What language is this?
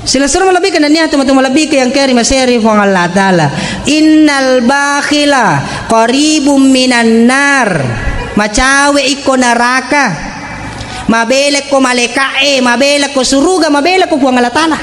Buginese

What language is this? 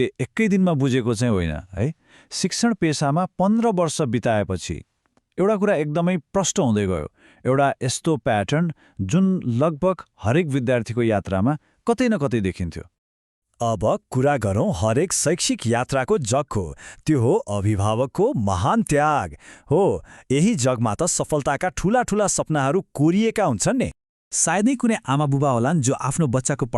Nepali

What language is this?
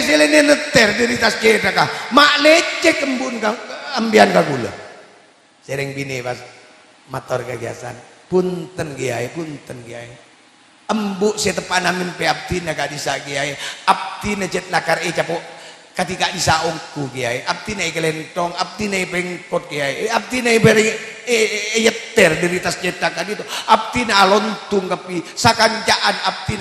Madurese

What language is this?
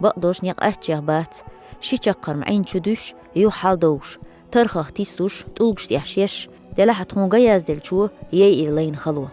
Chechen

